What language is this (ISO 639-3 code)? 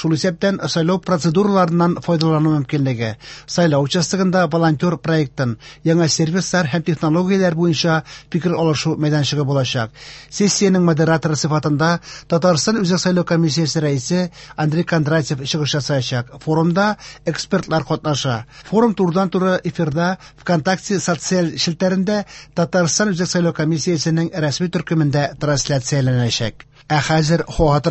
tat